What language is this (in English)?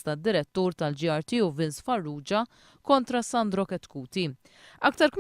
Maltese